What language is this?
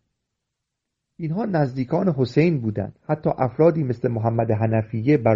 Persian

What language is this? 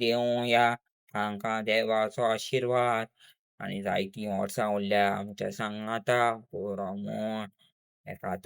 Konkani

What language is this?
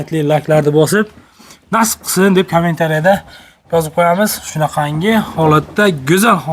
Uzbek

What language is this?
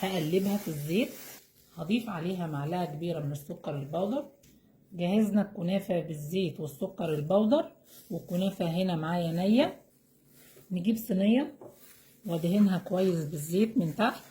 Egyptian Arabic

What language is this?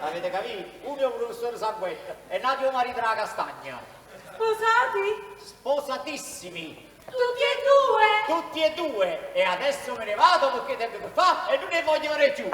Neapolitan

